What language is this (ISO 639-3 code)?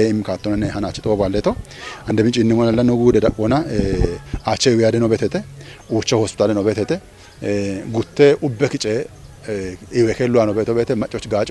kbr